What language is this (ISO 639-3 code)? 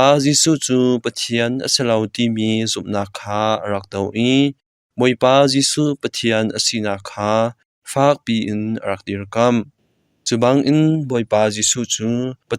cnh